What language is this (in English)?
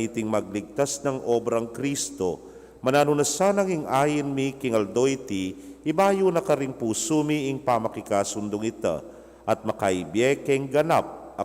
Pampanga